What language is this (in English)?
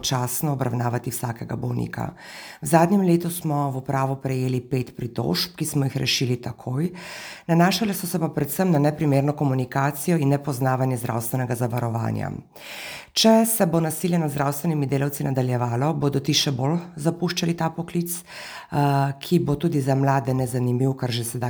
Slovenian